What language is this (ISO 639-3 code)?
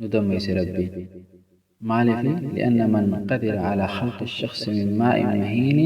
orm